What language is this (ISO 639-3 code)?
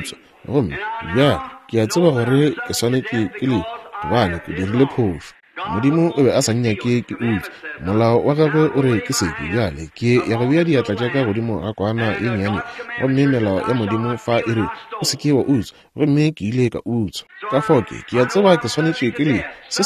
nso